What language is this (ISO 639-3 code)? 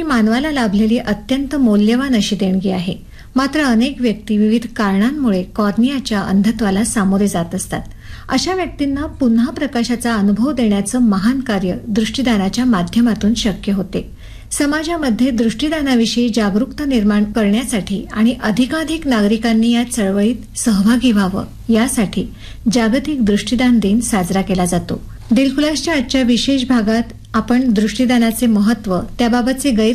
mar